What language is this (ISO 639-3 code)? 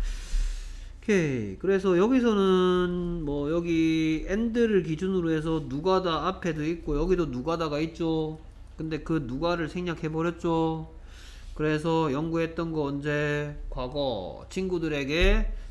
kor